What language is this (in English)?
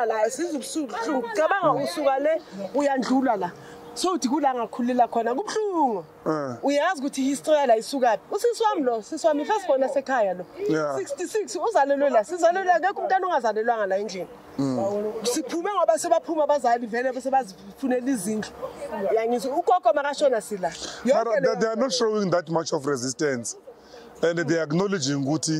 Zulu